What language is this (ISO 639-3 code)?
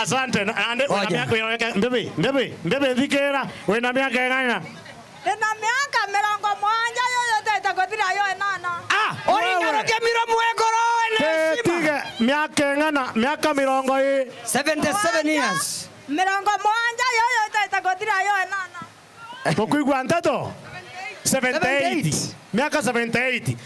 mer